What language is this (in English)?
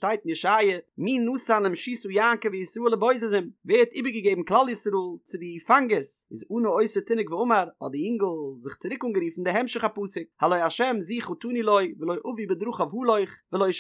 Yiddish